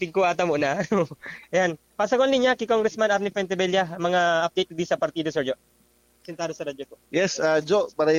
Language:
Bikol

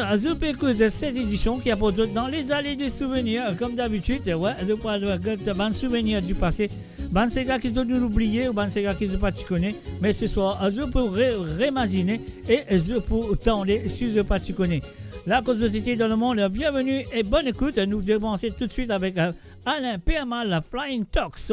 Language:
Morisyen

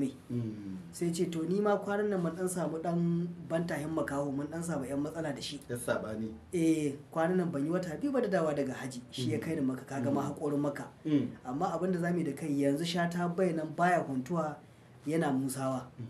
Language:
Hausa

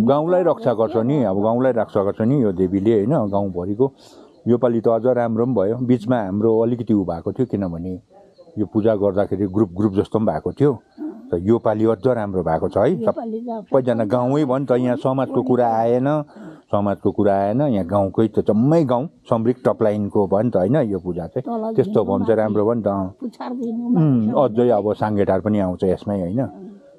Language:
Nepali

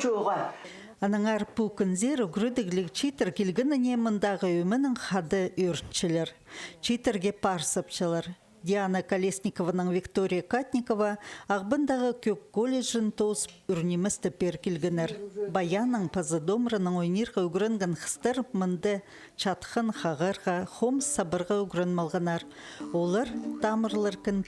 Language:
Khakas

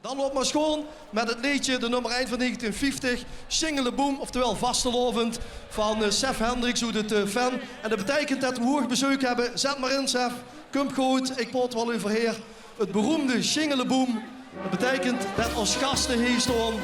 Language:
Limburgish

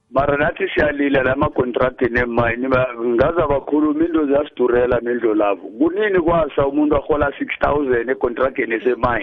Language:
South Ndebele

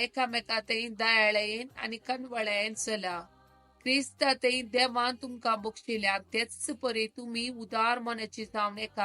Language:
Konkani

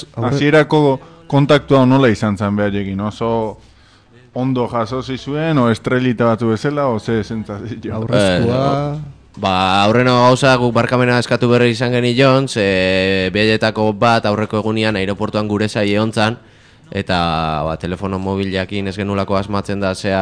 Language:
Basque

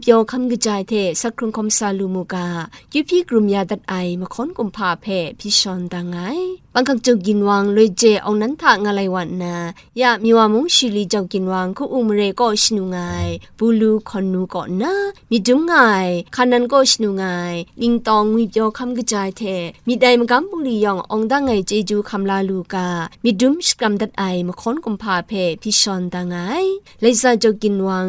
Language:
Kachin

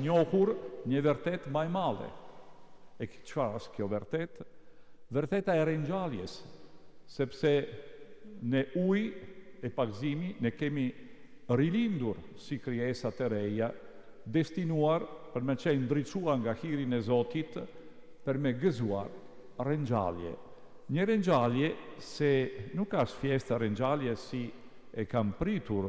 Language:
Albanian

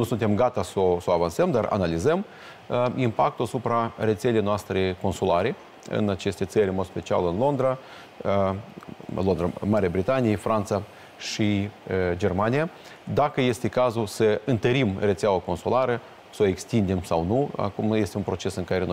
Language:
Romanian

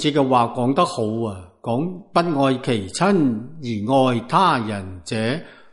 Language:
Cantonese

